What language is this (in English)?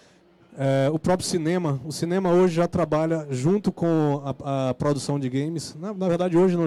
Portuguese